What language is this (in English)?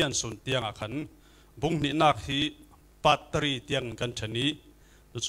Falam Chin